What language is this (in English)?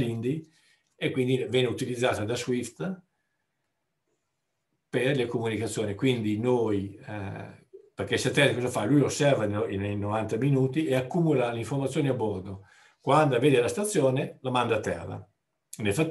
Italian